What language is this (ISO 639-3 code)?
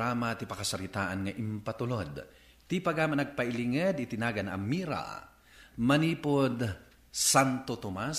ilo